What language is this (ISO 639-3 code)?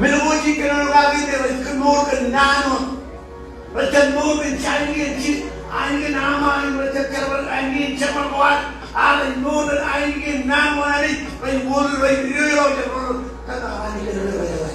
mah